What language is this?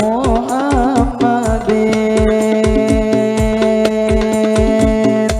Banjar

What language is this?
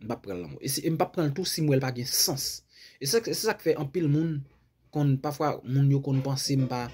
Haitian Creole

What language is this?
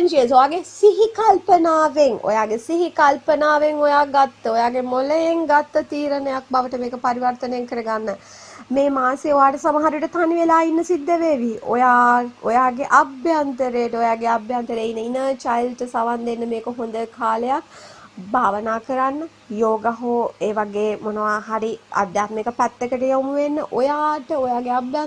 Sinhala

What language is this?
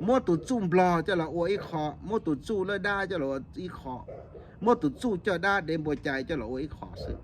Hmong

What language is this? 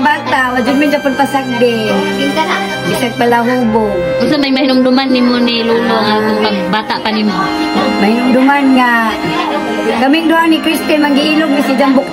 Cebuano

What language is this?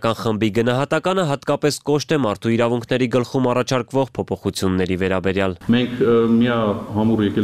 Armenian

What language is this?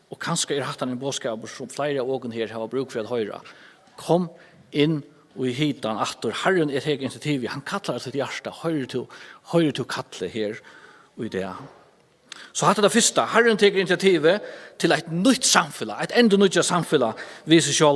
Faroese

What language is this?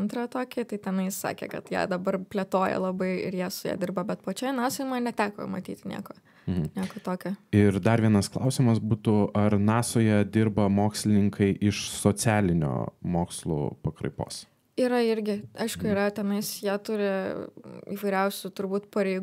Lithuanian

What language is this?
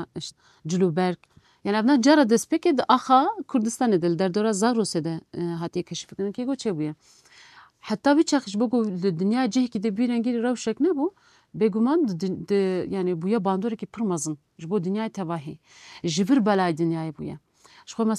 Kurdish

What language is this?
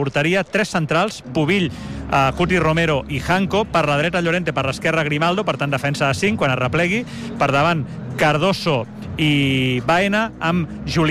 Catalan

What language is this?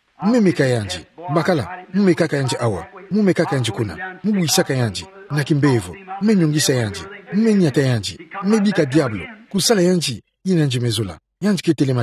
Kituba (Democratic Republic of Congo)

